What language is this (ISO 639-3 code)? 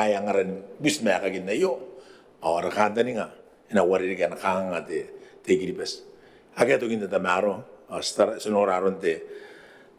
gil